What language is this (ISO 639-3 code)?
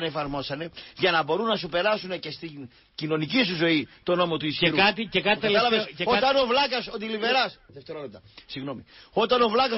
ell